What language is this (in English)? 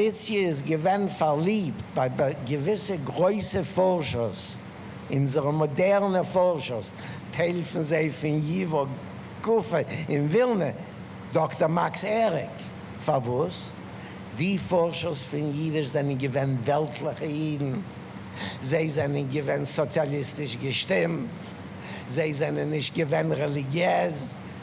Yiddish